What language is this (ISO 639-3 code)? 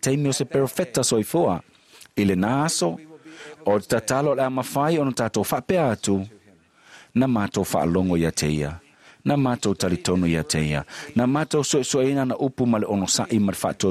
smo